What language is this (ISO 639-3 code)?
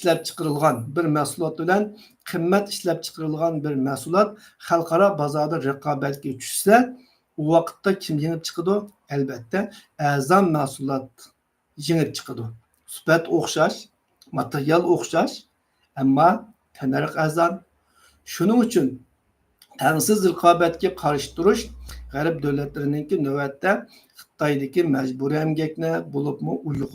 uig